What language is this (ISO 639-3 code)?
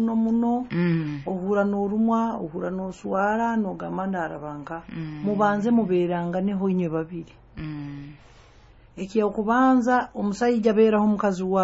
nyo